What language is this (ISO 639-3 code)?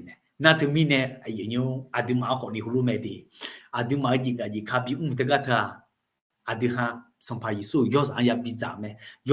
ahk